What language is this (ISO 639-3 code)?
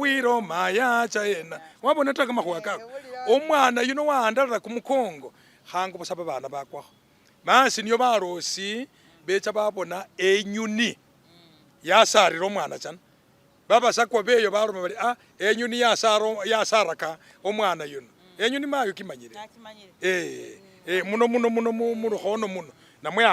myx